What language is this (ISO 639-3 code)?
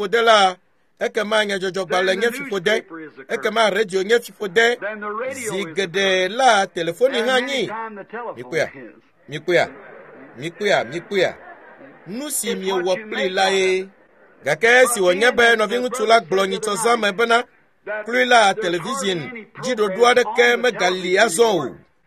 ewe